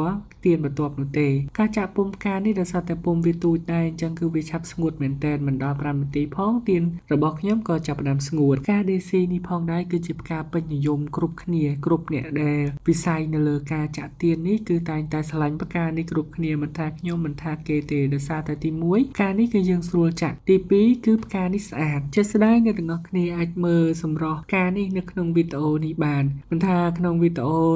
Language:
Khmer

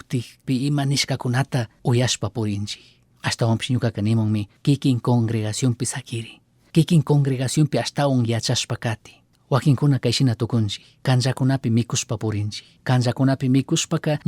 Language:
Chimborazo Highland Quichua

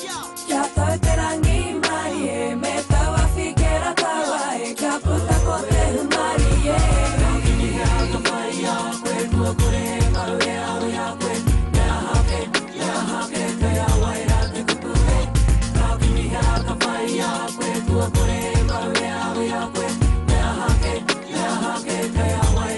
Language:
Māori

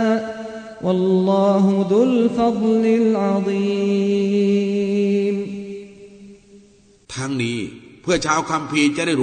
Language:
Thai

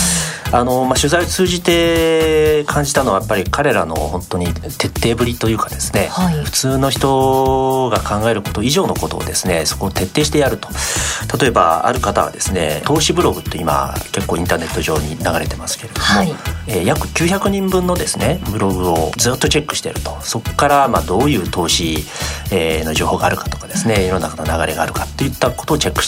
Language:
Japanese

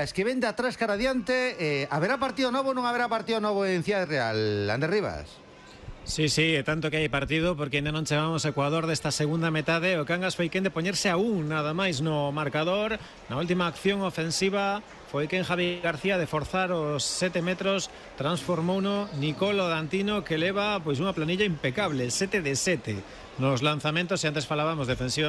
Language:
Galician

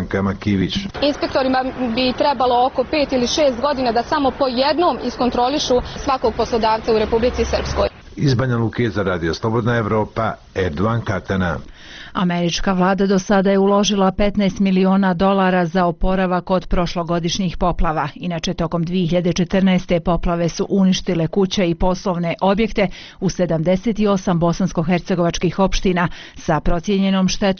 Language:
Bosnian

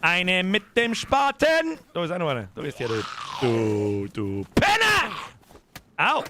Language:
Bavarian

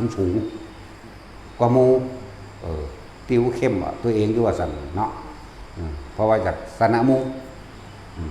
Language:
Northeastern Thai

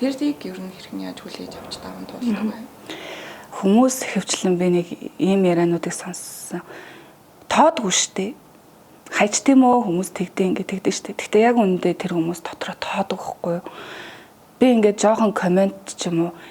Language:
Mongolian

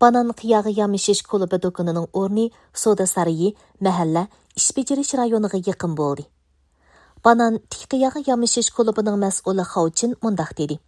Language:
Uyghur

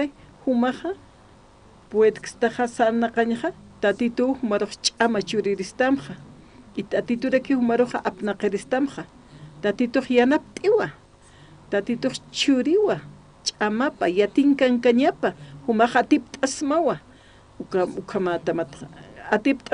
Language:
Aymara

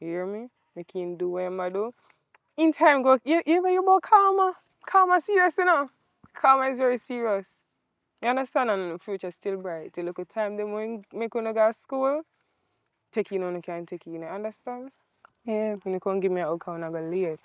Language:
Jamaican Creole English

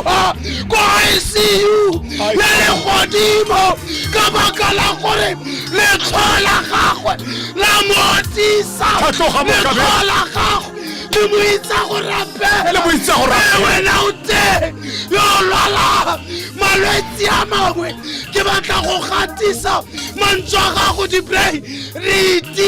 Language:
Tswana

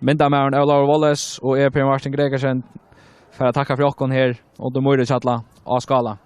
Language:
Faroese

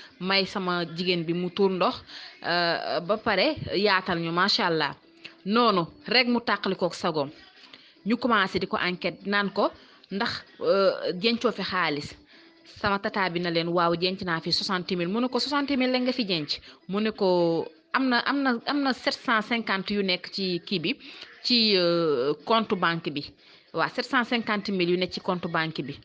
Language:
Wolof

